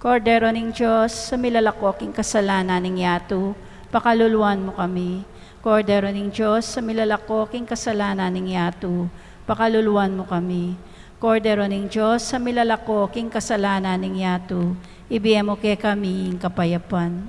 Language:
Pampanga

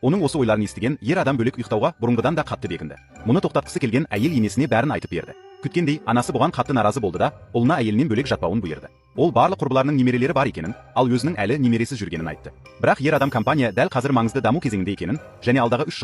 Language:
Kazakh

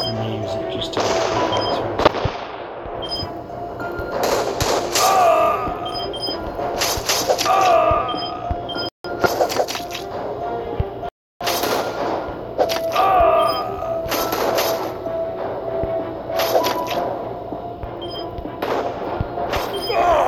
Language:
English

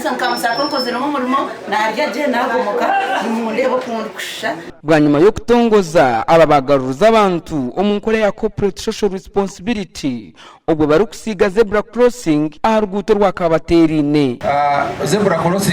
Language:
Nyankole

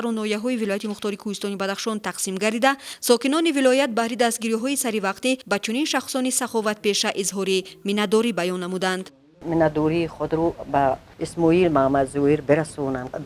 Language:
Tajik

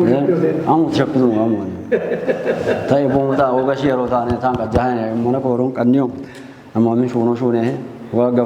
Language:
Kafa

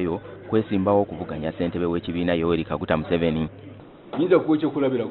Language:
Ganda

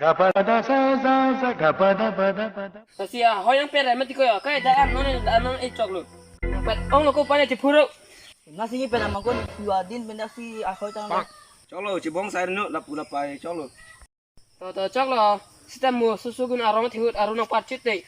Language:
Karbi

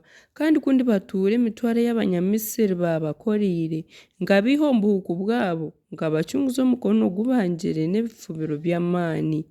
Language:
Nyankole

